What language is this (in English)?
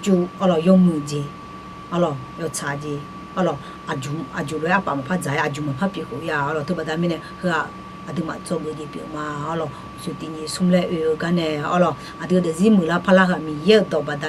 Akha